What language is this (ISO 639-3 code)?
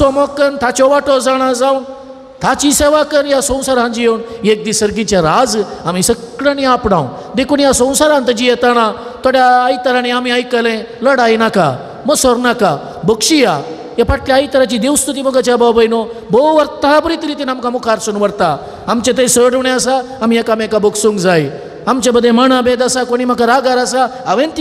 kok